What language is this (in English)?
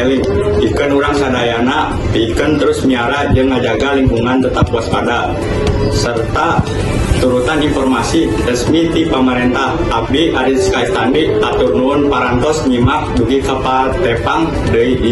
Sundanese